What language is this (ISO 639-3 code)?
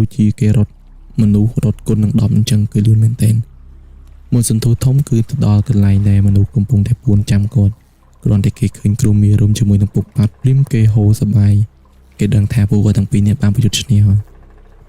khm